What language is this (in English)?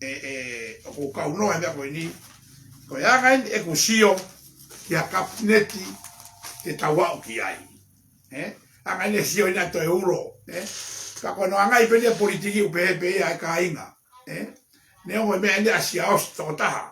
Tongan